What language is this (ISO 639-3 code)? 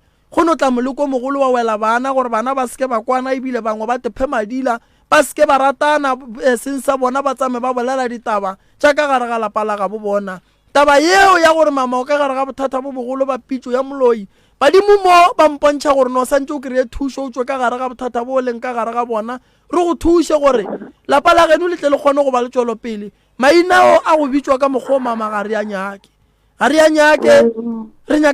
nso